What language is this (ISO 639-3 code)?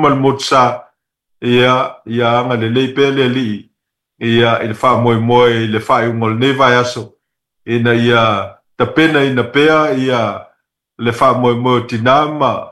smo